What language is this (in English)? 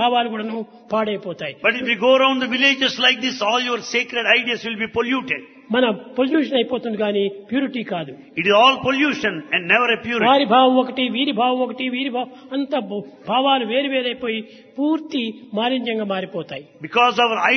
Telugu